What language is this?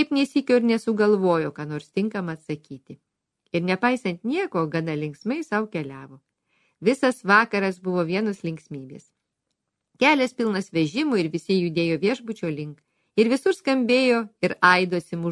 Lithuanian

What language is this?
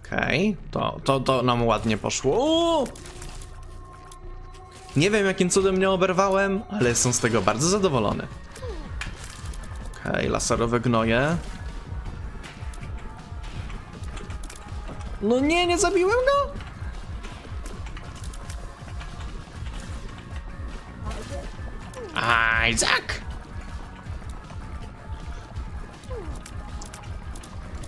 Polish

